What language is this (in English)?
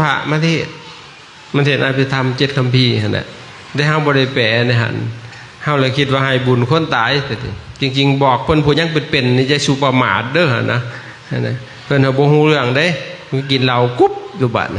Lao